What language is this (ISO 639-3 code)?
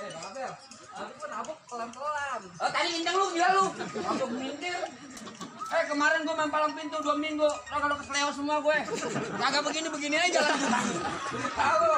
bew